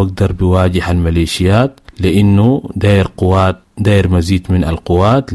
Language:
Sudanese Arabic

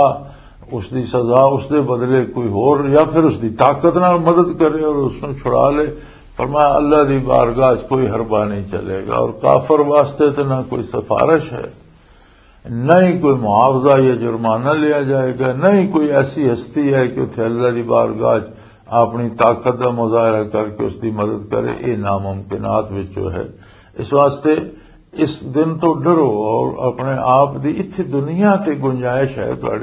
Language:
Western Panjabi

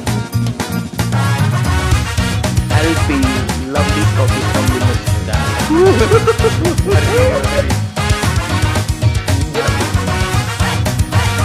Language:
Hindi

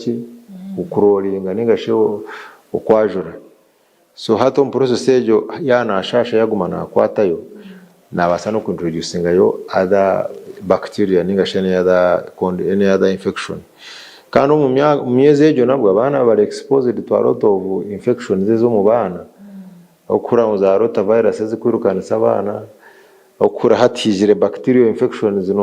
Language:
Nyankole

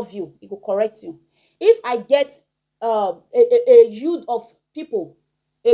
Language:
Nigerian Pidgin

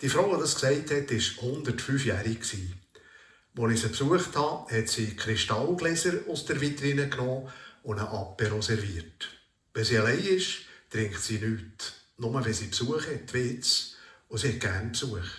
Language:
Swiss German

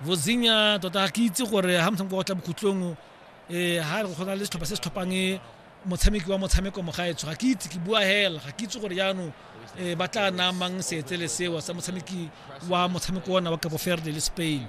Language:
Tswana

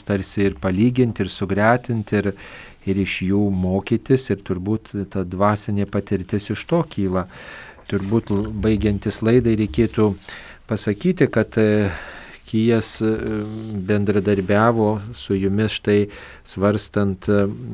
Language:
Lithuanian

